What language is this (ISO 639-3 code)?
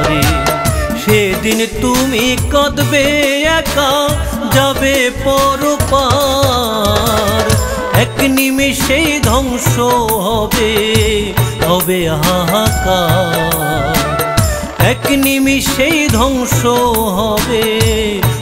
ben